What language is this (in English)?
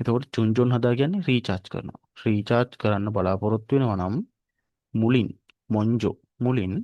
Sinhala